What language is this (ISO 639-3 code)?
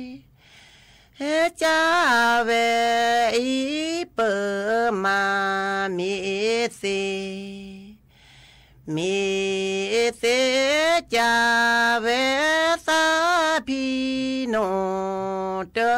ksw